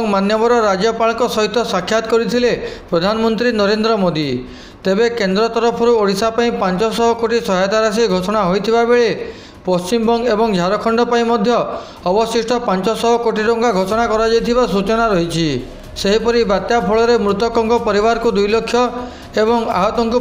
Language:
Odia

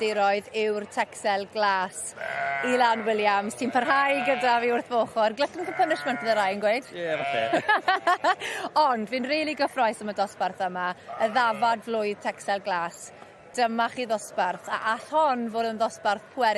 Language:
Welsh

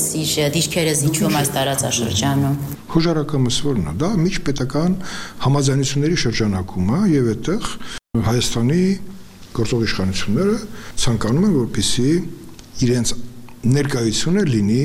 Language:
Armenian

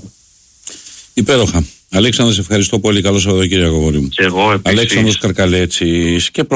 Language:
Greek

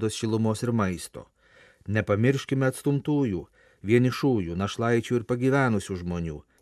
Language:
Lithuanian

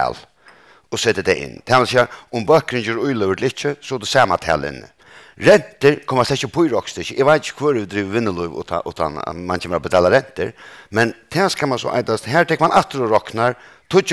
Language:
Faroese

